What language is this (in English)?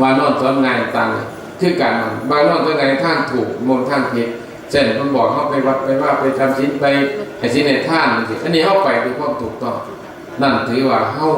Northeastern Thai